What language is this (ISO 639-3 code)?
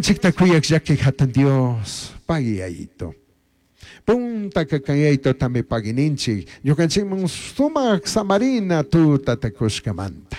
qug